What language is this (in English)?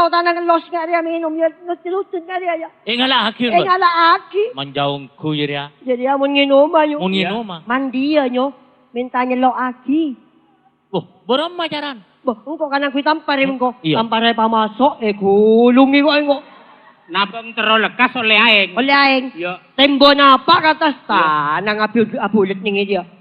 Madurese